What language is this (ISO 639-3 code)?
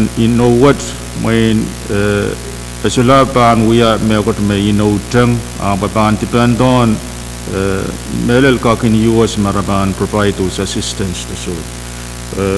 pon